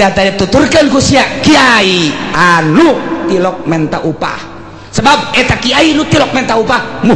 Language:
Sundanese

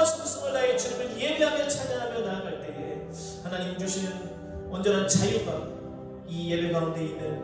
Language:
Korean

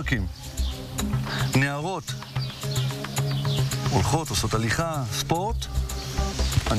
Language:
Hebrew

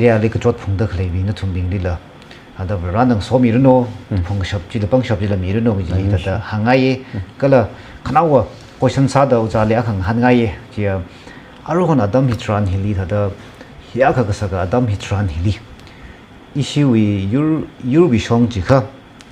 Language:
Tangkhul Naga (India)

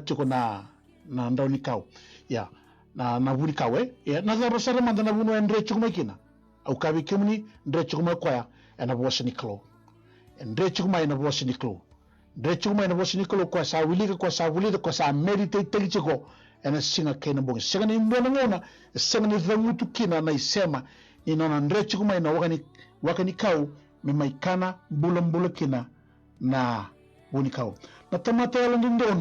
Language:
Fijian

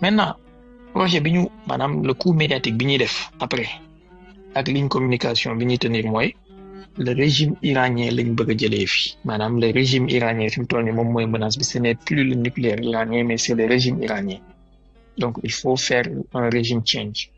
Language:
Wolof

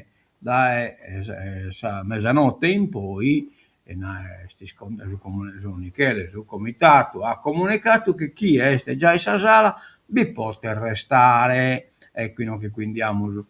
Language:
Sardinian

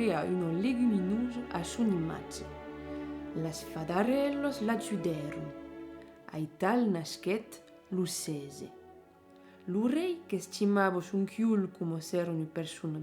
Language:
Occitan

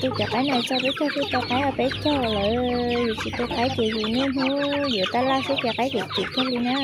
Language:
Hmong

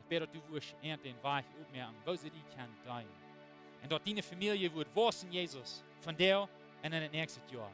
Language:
Plautdietsch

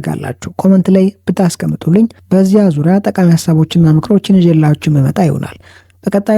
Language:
Amharic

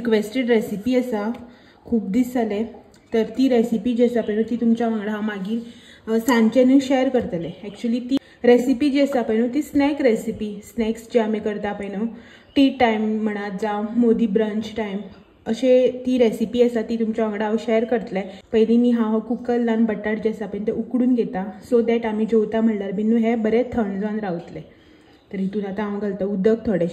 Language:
Konkani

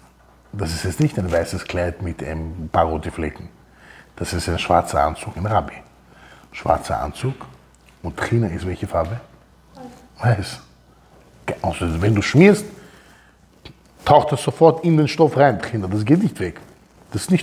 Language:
German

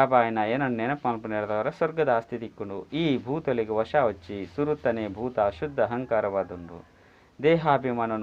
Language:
Tulu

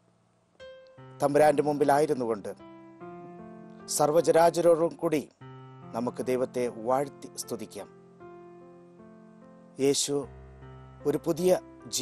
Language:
Malayalam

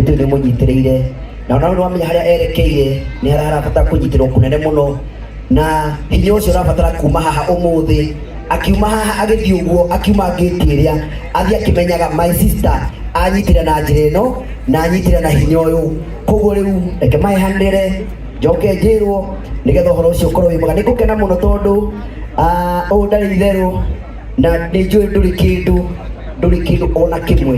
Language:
Kikuyu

